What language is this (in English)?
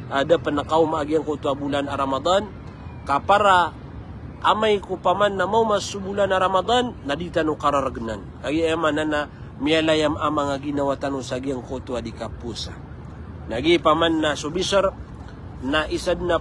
Maranao